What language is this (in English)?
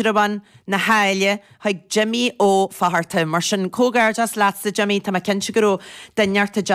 Irish